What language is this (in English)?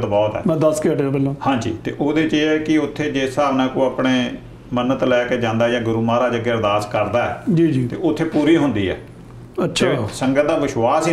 Punjabi